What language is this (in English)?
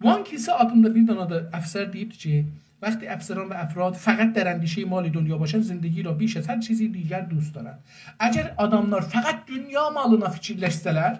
South Azerbaijani